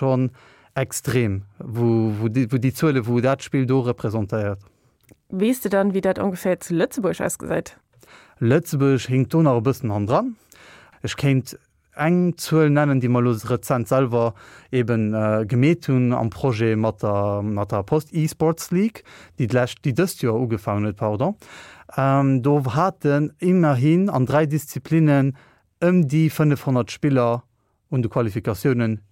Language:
Luxembourgish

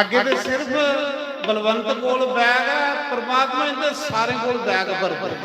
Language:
Dogri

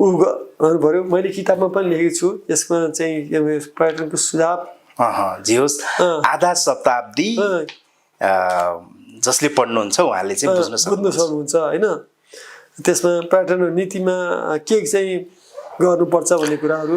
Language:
Nepali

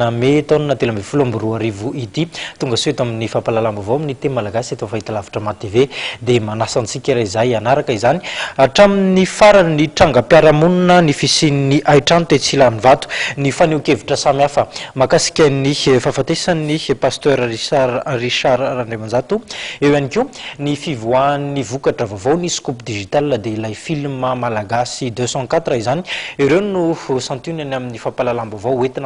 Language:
Malagasy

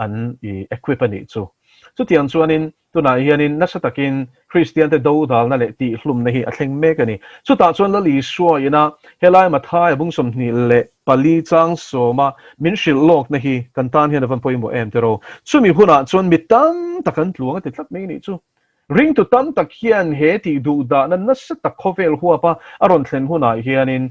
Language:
Mizo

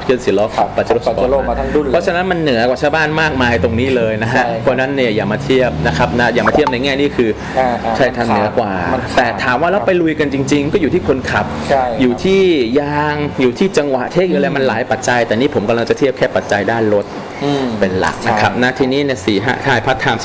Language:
Thai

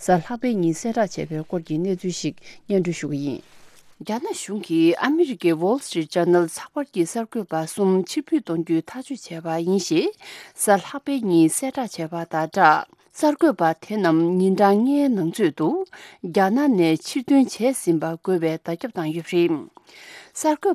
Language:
Tibetan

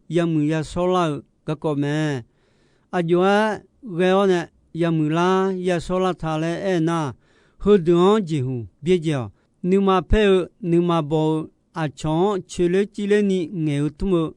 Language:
Akha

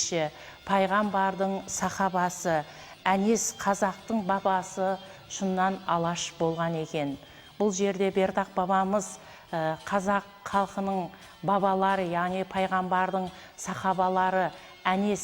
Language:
Kara-Kalpak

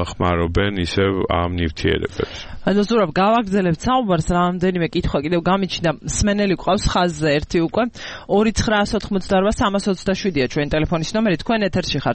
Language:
Georgian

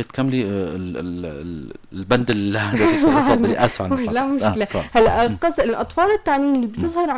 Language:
North Levantine Arabic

